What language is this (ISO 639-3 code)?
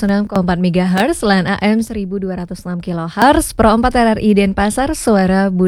ban